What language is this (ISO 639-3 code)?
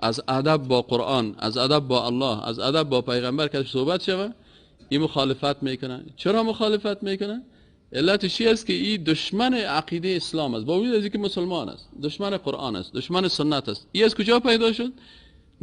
fas